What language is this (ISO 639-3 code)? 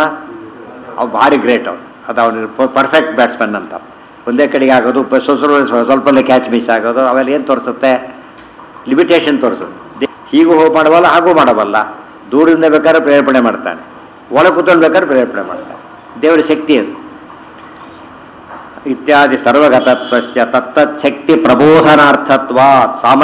kan